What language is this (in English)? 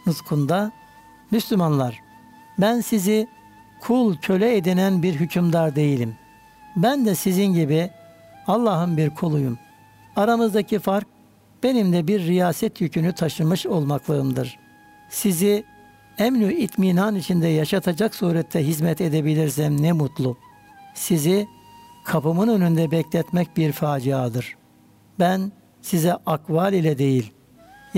Turkish